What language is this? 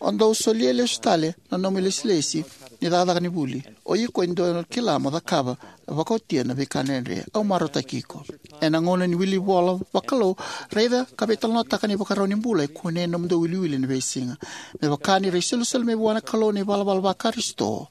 Fijian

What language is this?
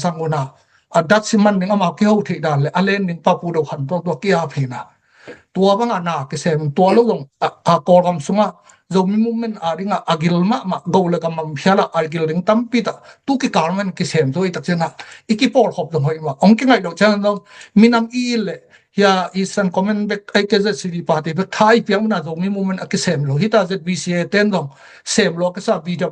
Tedim Chin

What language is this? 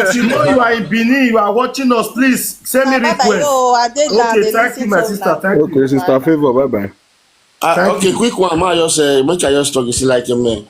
Nigerian Pidgin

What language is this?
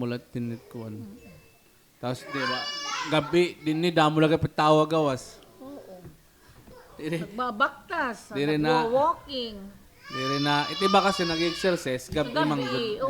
Waray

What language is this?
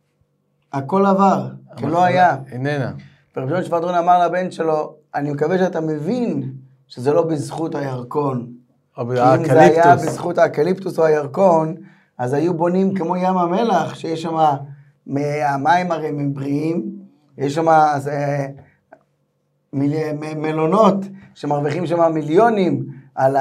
Hebrew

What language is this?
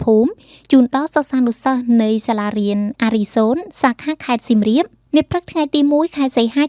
Khmer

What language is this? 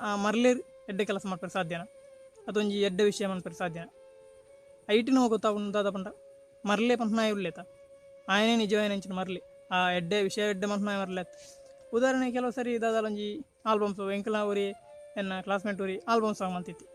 Tulu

